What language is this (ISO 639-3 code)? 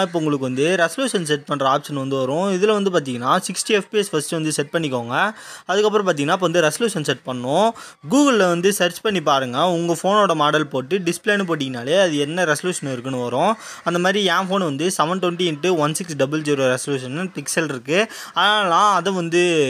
tam